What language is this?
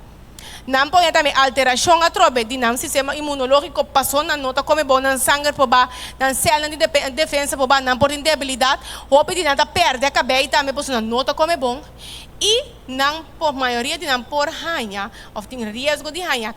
Papiamento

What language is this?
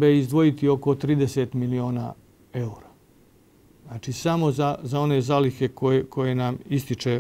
Bosnian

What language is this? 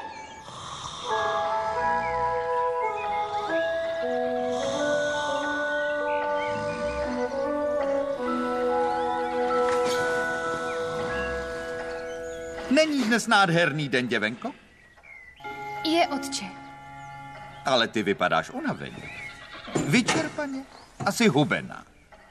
Czech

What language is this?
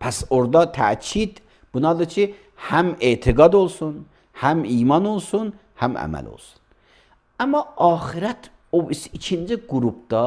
Azerbaijani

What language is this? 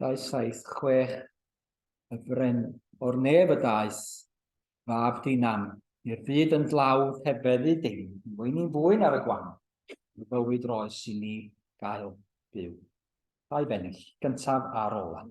Welsh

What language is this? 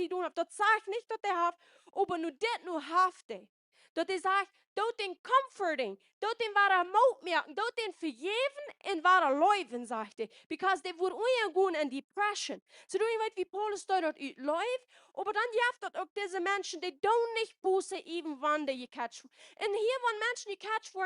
Plautdietsch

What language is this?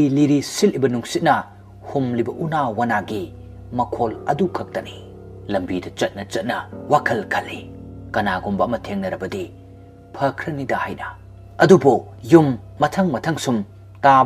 Manipuri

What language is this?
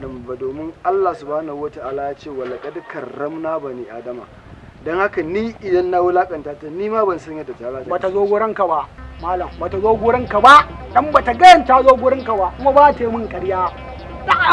Hausa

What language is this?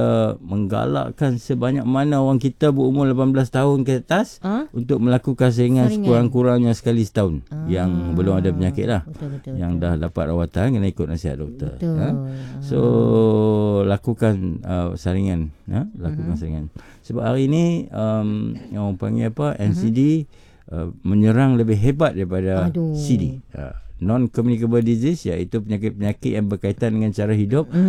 Malay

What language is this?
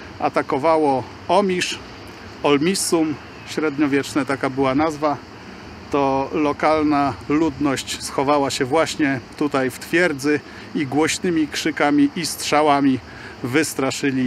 Polish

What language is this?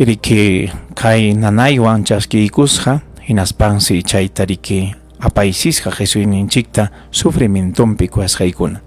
Ayacucho Quechua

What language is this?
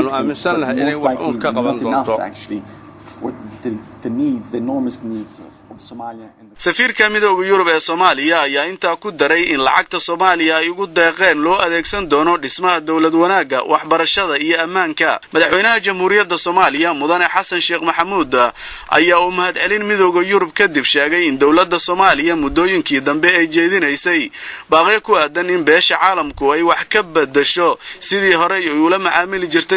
Somali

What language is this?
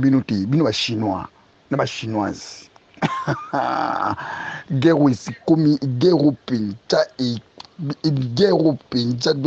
Lingala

